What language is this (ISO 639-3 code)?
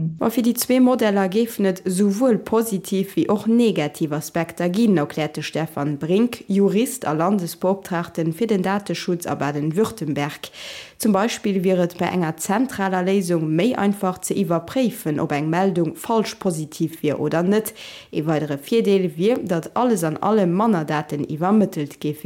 ltz